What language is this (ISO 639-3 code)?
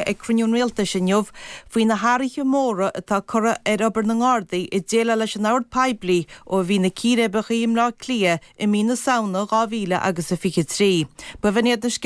gle